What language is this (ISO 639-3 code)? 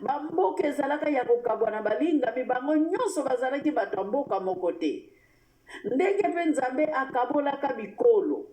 lin